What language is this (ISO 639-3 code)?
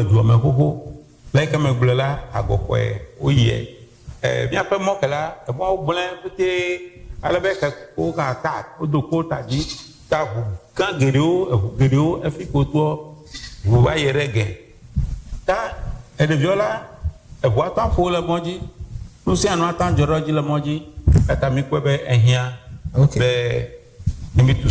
ewe